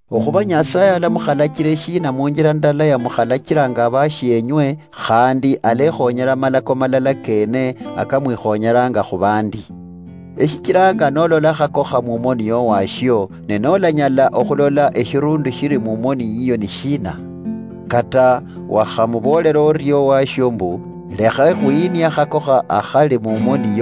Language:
Luyia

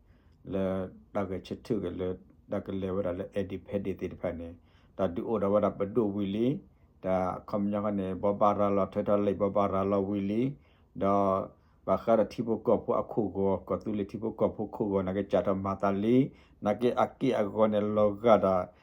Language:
S'gaw Karen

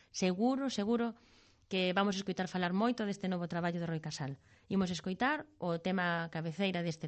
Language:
Galician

